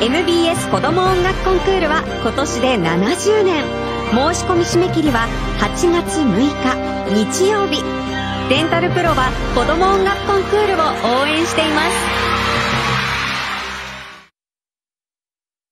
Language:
Japanese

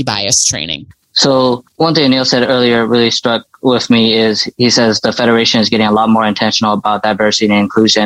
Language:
English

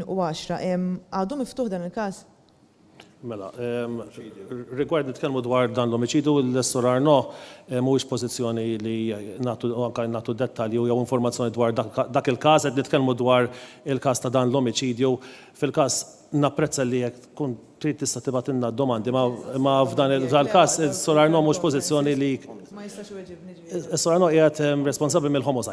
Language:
Maltese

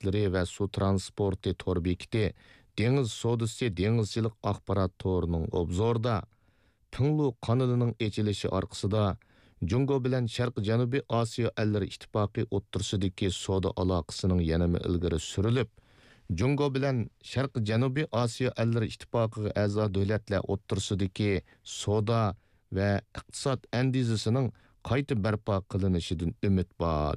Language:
Uyghur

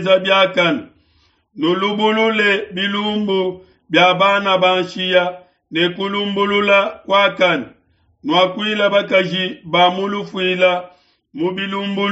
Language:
Luba-Lulua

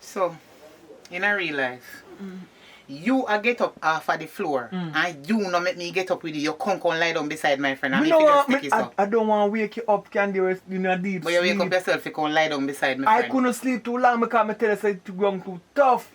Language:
Jamaican Creole English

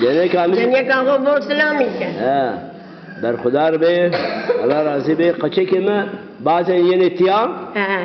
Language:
Zaza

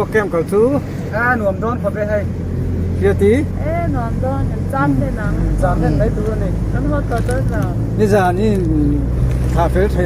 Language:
Mizo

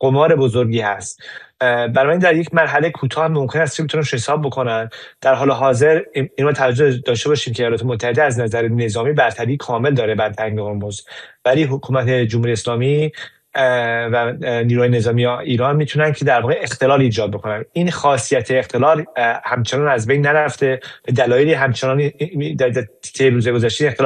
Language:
Persian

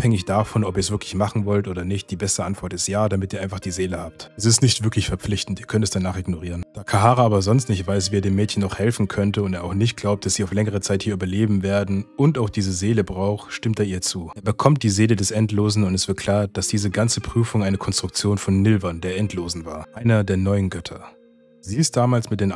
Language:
German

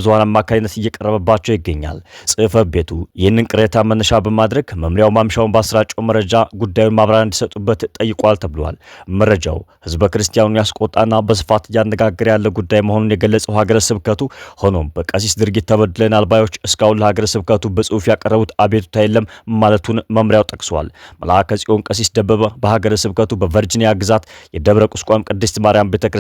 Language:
Amharic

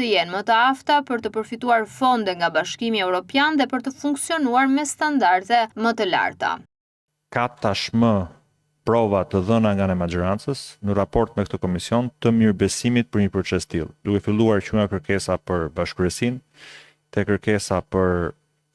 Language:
Albanian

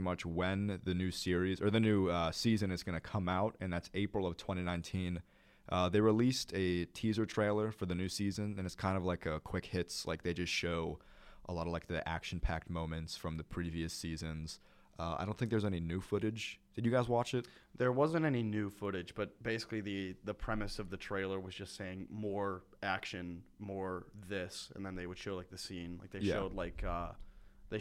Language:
English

